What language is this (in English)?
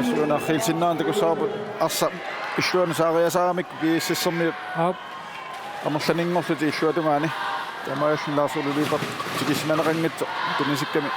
Kalaallisut